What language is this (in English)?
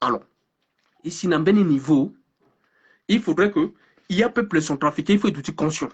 Sango